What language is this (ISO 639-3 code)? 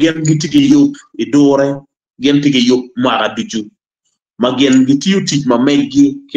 ach